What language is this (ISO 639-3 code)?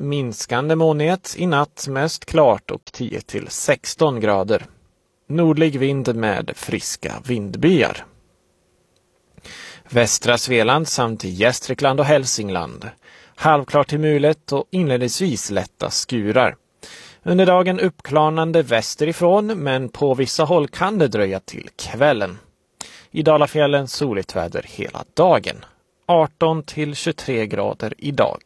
swe